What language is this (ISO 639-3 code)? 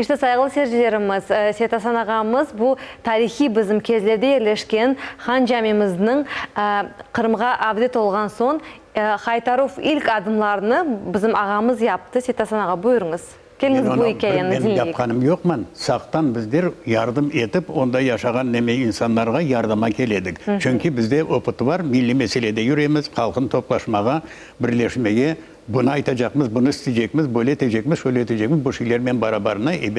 crh